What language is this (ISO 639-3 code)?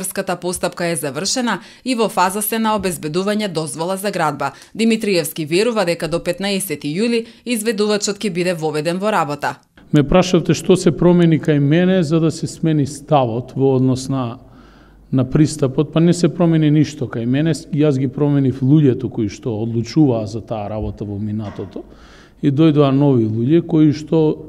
mkd